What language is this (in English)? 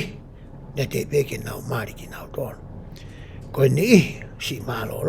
Tongan